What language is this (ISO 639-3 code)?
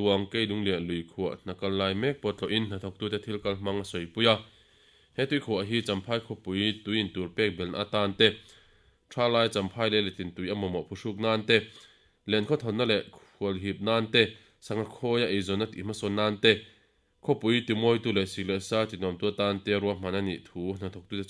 lus